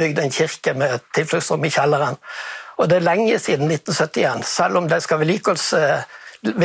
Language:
Norwegian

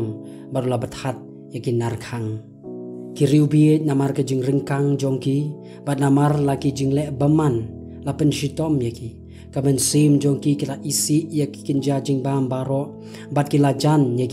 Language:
Khasi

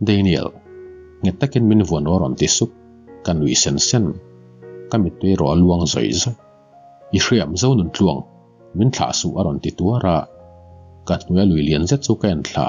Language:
Mizo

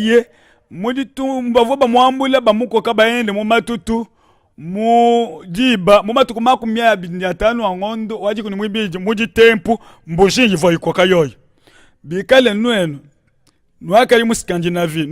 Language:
Luba-Lulua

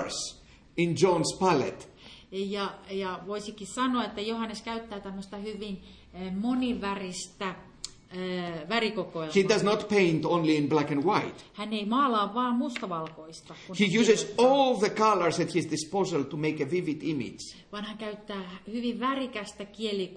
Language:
Finnish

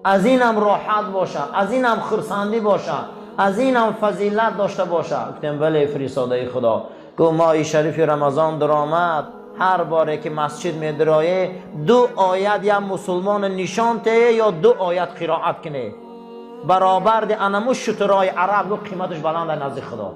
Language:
Tajik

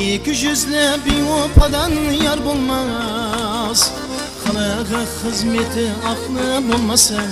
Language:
Kara-Kalpak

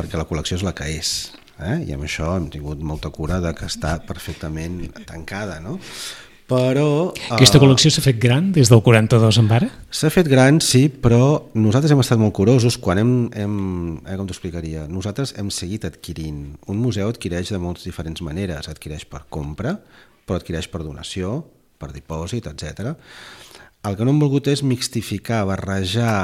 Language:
Catalan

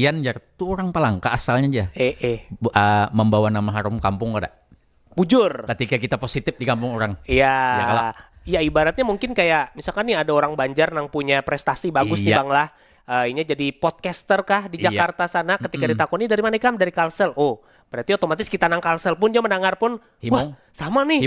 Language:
Banjar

